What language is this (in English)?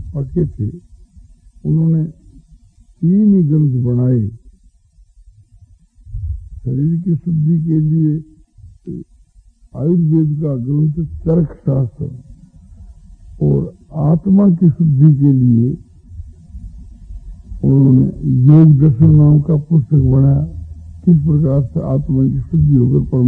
Hindi